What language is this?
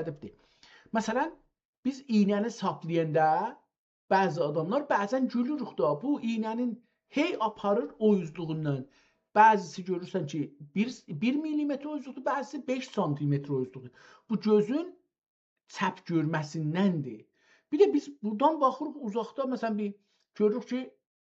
South Azerbaijani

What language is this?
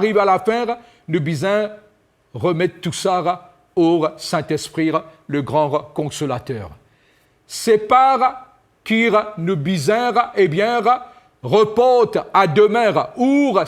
Morisyen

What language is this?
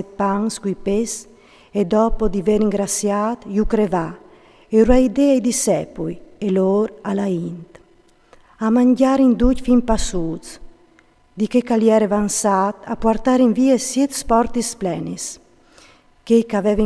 Friulian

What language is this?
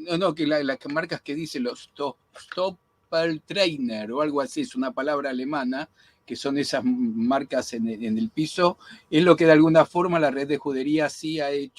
Ladino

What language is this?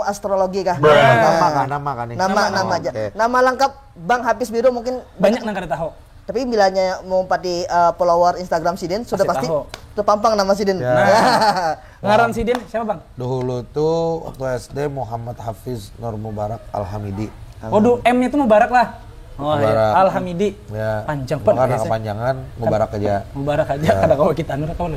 Banjar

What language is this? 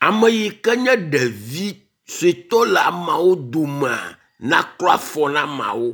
Ewe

